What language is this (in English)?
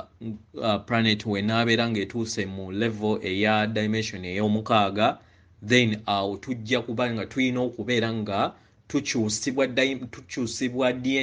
Ganda